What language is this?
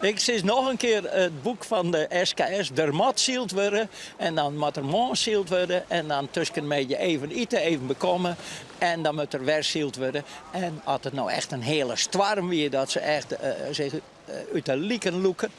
Western Frisian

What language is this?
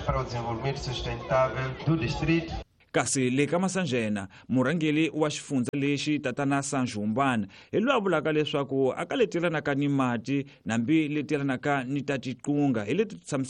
Tsonga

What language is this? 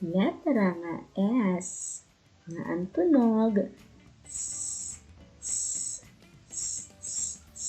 Waray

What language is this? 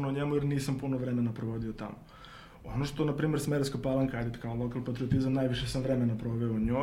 Serbian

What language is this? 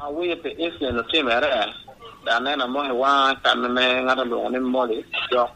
Lango (Uganda)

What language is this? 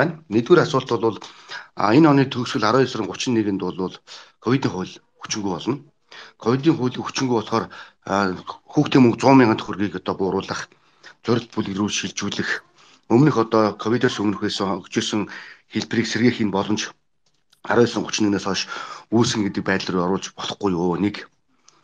Mongolian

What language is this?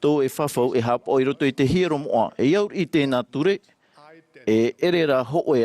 Tahitian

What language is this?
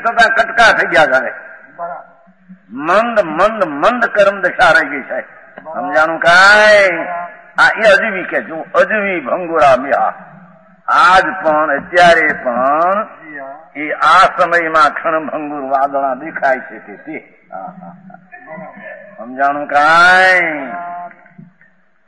Gujarati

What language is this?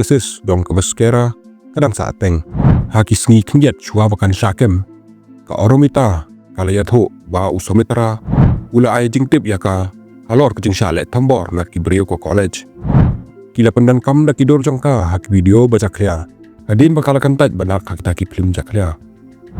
Khasi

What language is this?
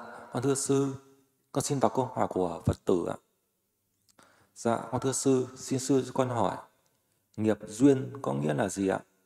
Vietnamese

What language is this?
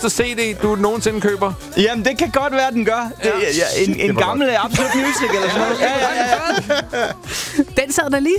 Danish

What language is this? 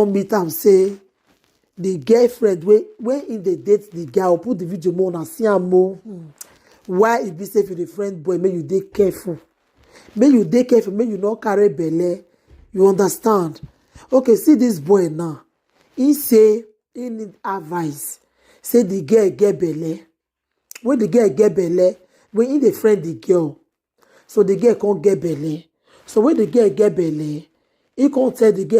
Nigerian Pidgin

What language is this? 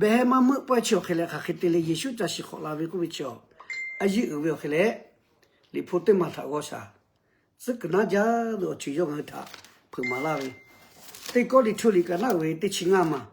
Lahu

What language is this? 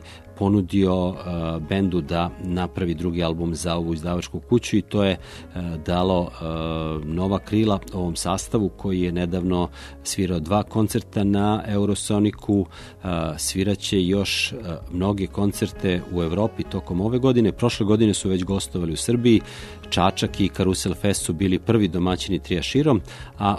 Serbian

